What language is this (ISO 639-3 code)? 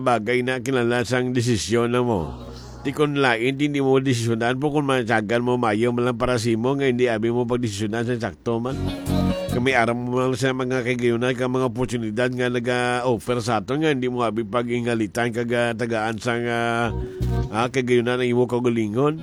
hil